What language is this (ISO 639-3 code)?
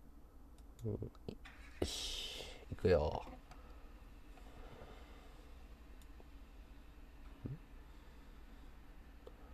jpn